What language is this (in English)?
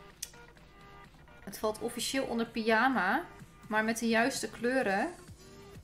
Dutch